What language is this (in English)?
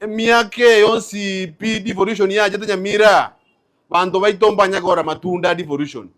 Gusii